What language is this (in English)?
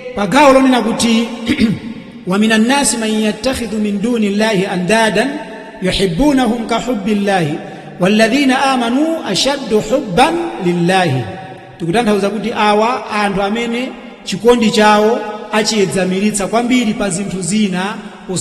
Nyanja